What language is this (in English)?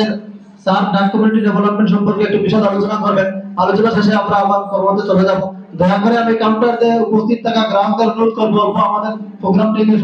Bangla